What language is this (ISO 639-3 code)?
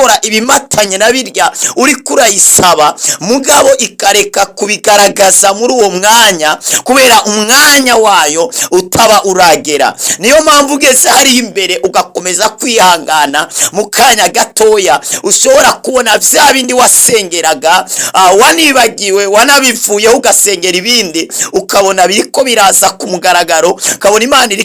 run